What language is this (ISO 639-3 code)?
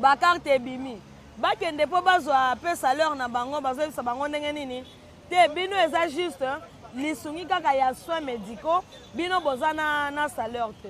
lin